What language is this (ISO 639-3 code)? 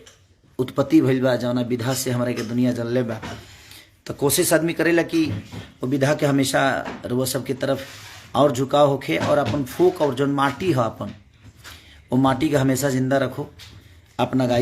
bho